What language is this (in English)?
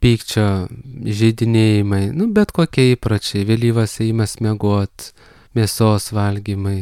Lithuanian